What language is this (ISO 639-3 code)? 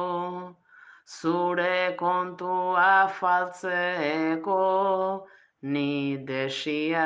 eus